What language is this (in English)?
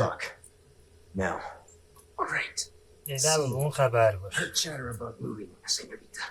South Azerbaijani